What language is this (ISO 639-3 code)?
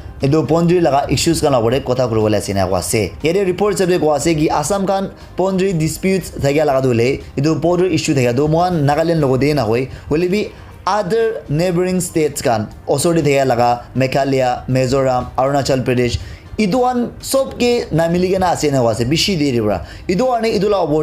nag